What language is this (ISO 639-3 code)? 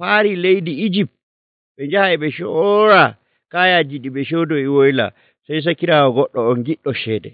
fuv